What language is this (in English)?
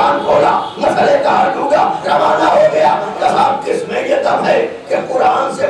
Urdu